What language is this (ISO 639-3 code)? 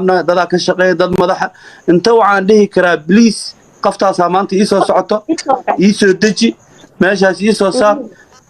som